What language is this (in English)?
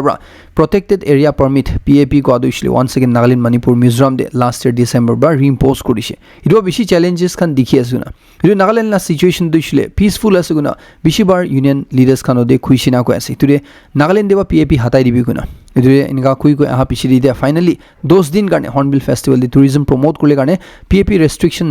Naga Pidgin